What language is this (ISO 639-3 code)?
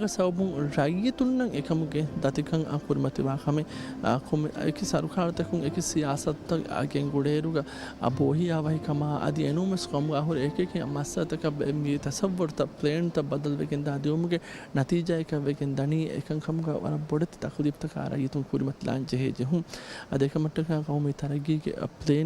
div